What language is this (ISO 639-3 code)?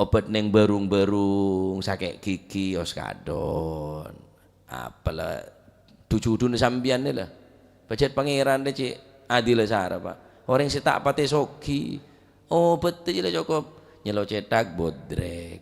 mad